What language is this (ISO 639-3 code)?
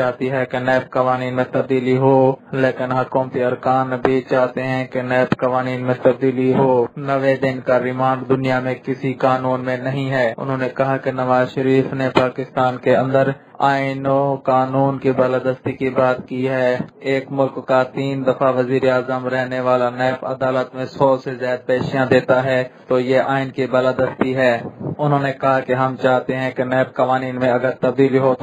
urd